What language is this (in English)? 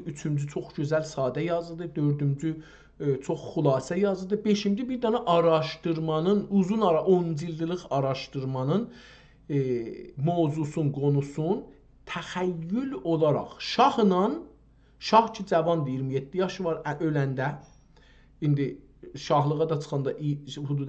South Azerbaijani